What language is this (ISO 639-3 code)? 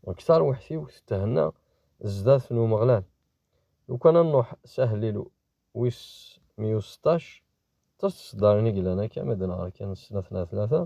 kab